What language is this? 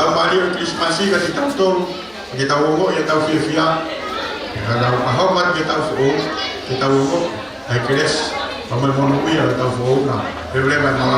Tongan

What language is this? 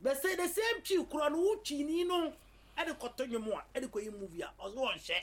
Akan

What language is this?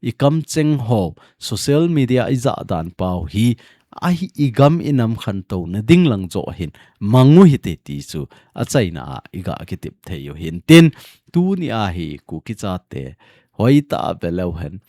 Thado Chin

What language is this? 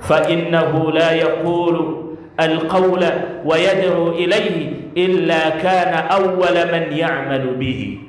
Ganda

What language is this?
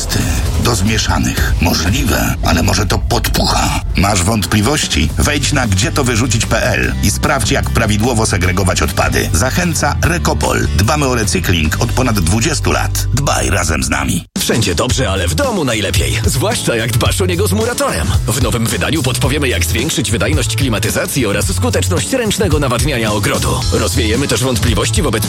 Polish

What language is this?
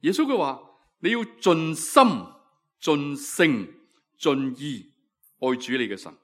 Cantonese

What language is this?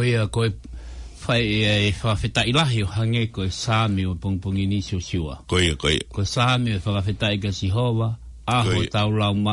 Tongan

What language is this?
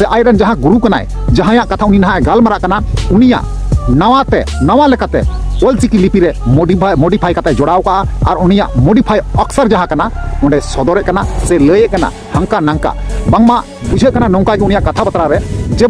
Santali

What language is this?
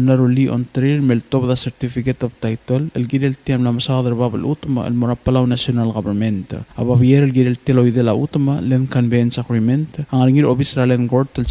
Palauan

